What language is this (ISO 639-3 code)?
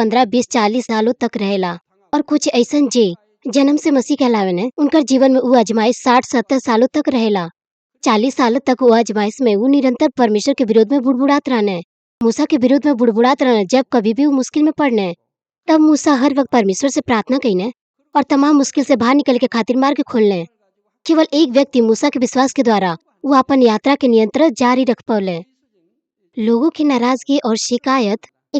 bho